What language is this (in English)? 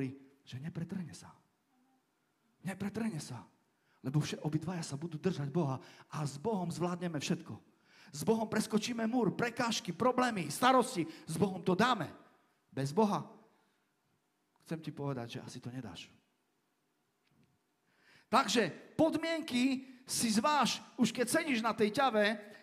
Slovak